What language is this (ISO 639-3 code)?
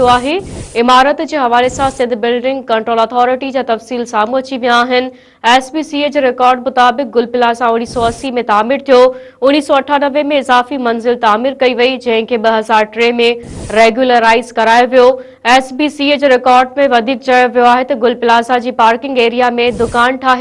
snd